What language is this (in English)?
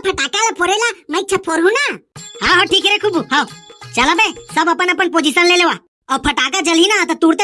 Chhattisgarhi